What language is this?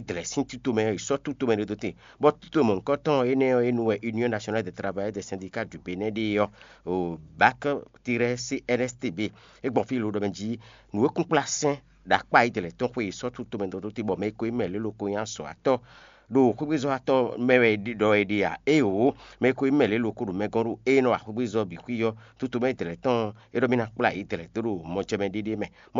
Fon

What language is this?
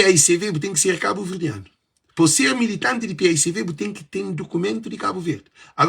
Kabuverdianu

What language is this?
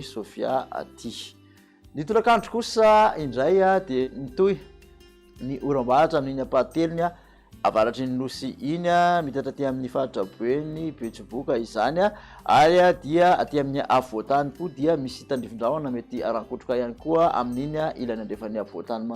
Malagasy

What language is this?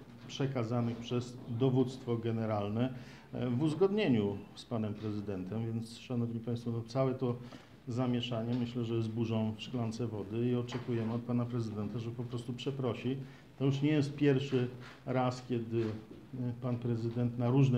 Polish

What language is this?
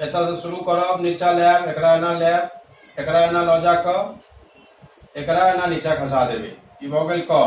Maithili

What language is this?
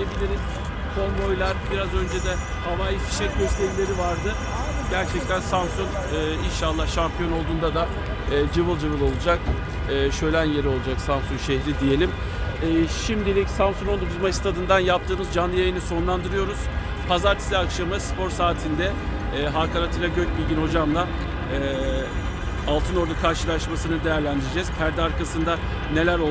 Turkish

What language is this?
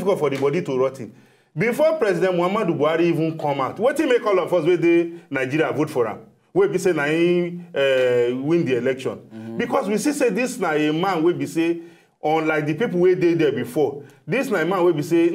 Nigerian Pidgin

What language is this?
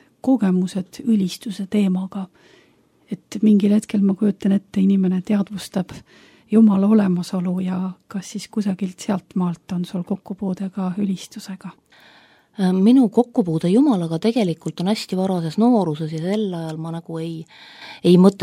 Estonian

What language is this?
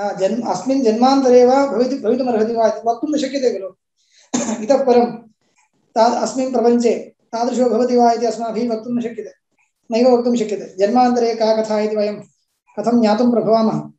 Sanskrit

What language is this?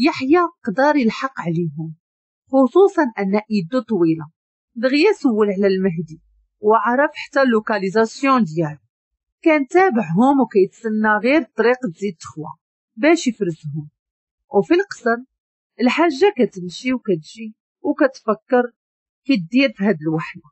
Moroccan Arabic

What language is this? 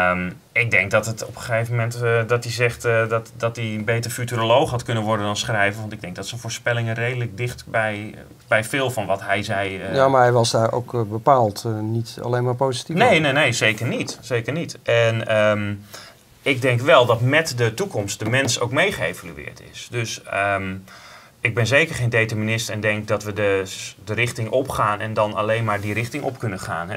Dutch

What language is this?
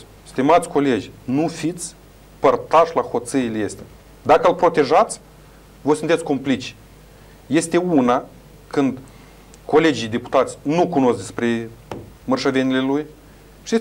Romanian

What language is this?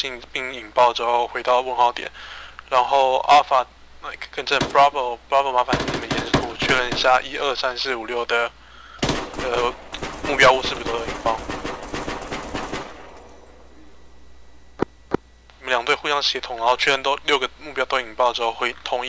Chinese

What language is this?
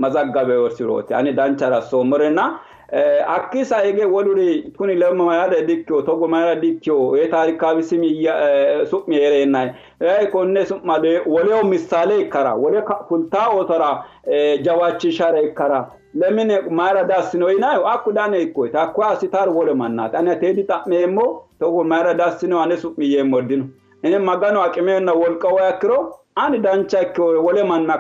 Sidamo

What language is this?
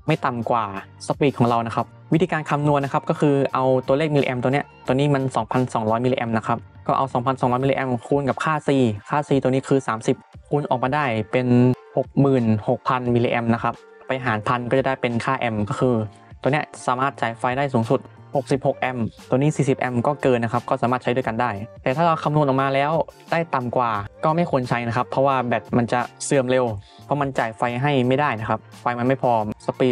Thai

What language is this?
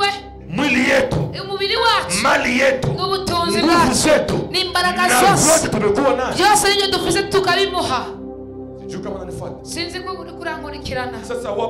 Kinyarwanda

